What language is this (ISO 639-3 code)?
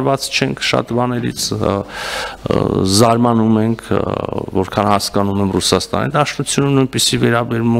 hye